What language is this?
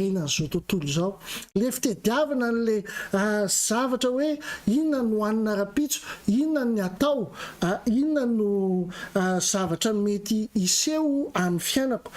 Malagasy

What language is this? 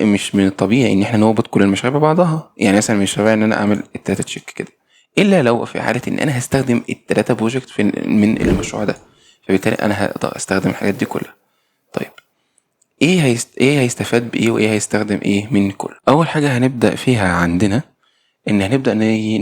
Egyptian Arabic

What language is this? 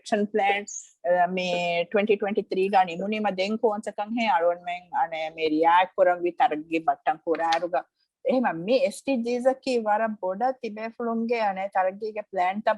Divehi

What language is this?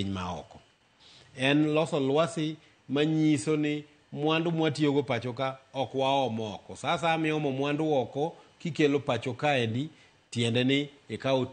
Luo (Kenya and Tanzania)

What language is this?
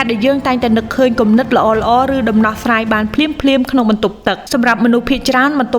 Khmer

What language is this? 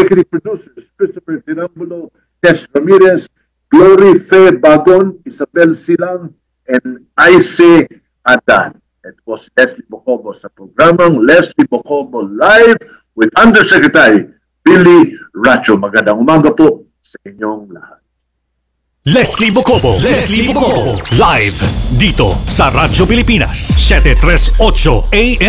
Filipino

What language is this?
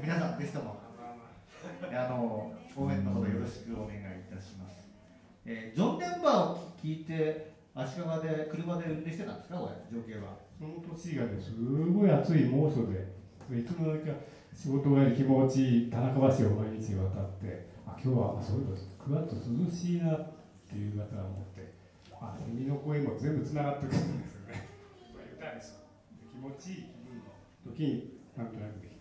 Japanese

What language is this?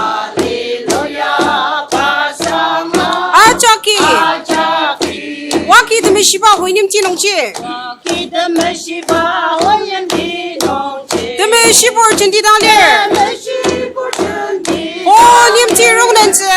Ao Naga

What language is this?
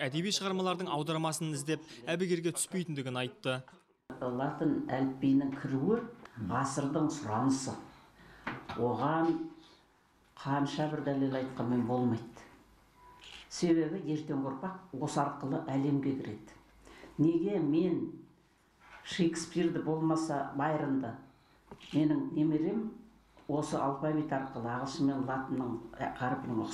Kazakh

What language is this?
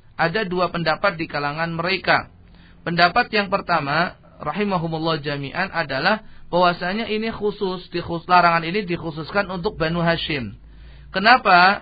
Indonesian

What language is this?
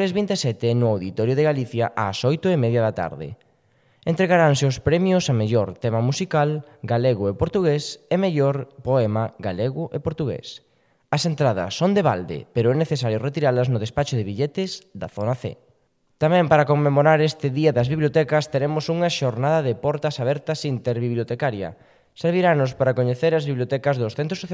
Galician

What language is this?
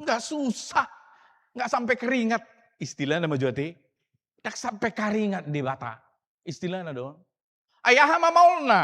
Batak Toba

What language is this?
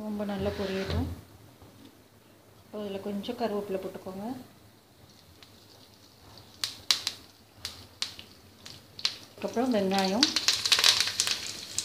Tamil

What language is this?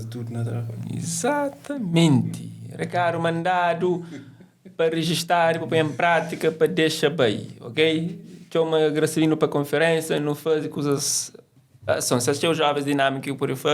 Kabuverdianu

